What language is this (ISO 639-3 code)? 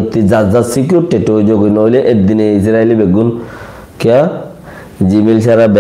rhg